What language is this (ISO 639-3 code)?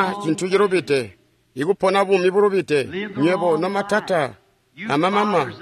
toi